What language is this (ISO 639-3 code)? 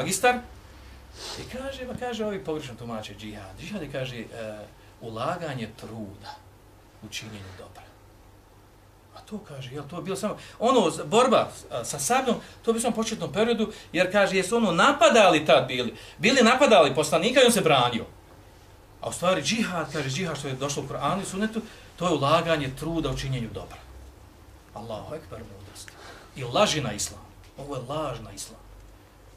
bos